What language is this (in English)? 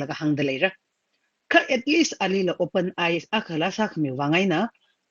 Tangkhul Naga (India)